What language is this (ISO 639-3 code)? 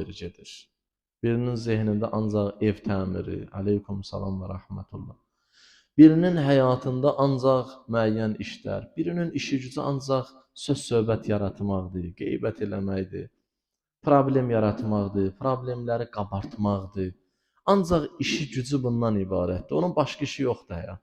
aze